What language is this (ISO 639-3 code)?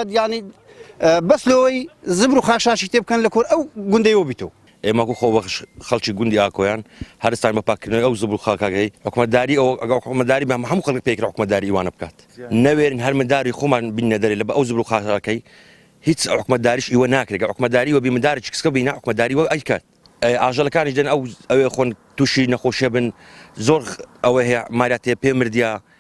ckb